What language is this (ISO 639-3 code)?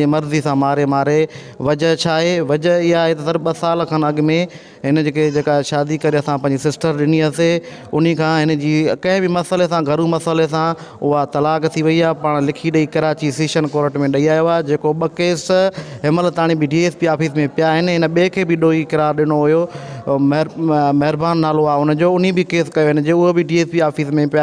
snd